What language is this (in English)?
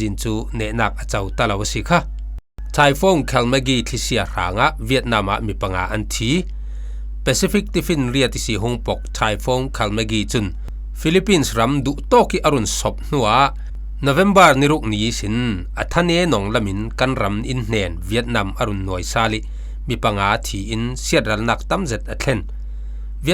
Falam Chin